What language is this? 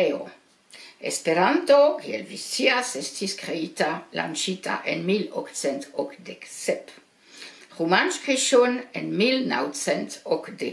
Esperanto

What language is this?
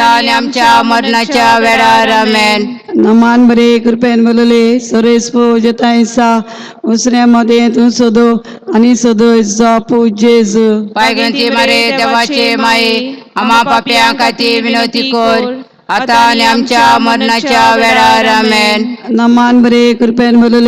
Konkani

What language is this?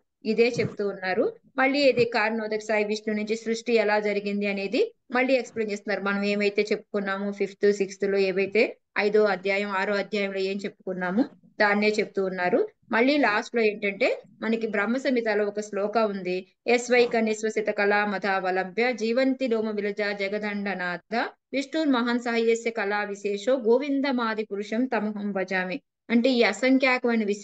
Telugu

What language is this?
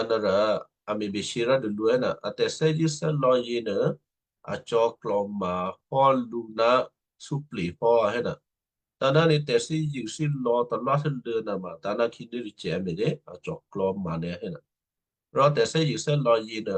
Western Kayah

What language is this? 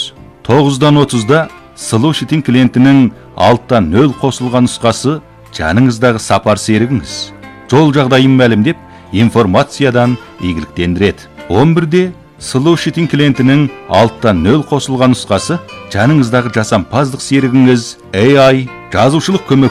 Kazakh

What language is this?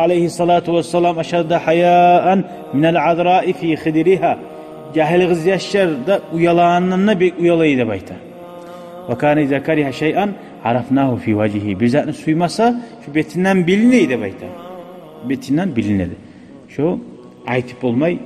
Kumyk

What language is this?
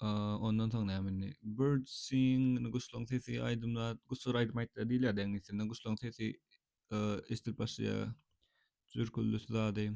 Turkmen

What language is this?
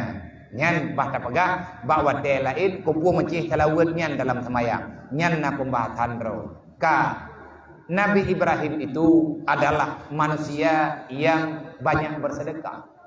Achinese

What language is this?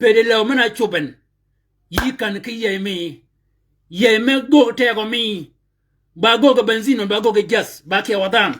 Shilluk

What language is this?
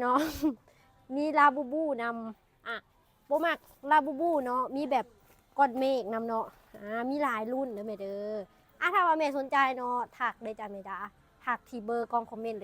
Lao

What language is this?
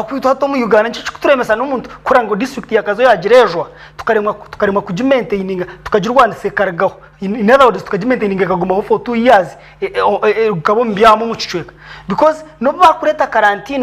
Nyankole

